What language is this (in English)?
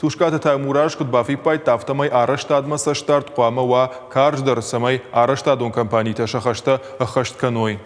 Ossetic